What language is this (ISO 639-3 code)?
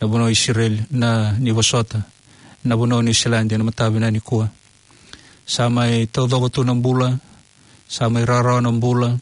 fij